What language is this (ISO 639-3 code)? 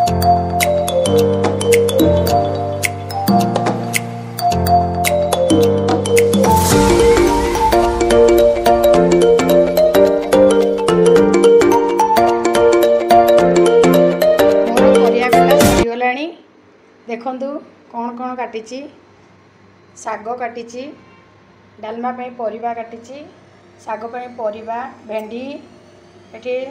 ori